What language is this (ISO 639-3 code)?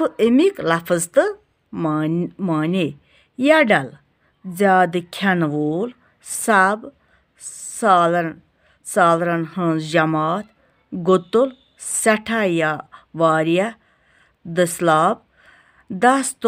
kas